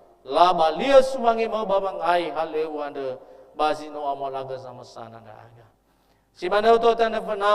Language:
Nias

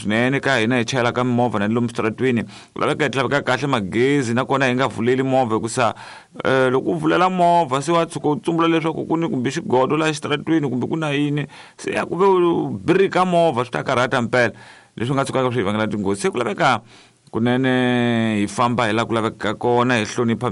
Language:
Tsonga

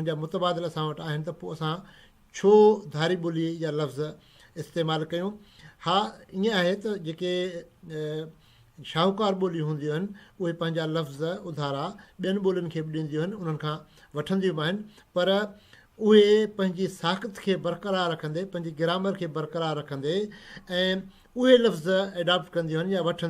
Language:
Sindhi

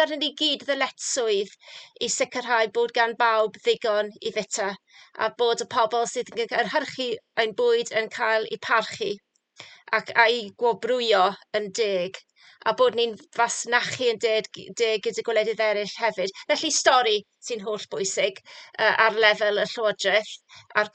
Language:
Welsh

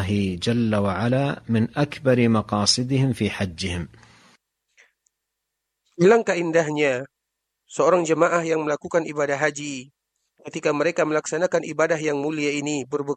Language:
Malay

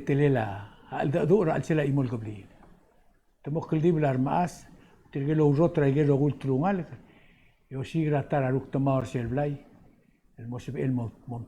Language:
Palauan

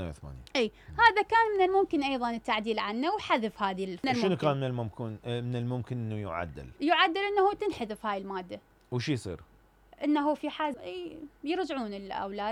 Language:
Mesopotamian Arabic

